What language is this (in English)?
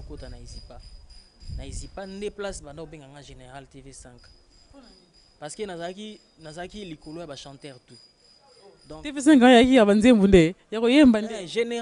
Lingala